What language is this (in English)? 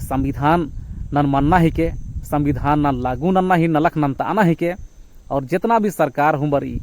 Kurukh